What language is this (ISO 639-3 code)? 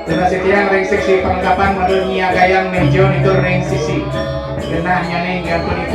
ban